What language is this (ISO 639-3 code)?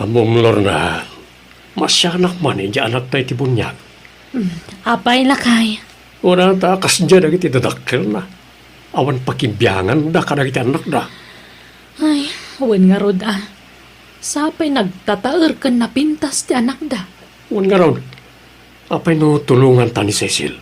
ilo